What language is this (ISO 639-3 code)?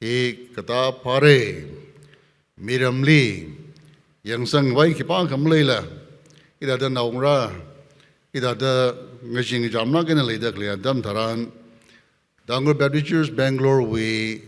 nmf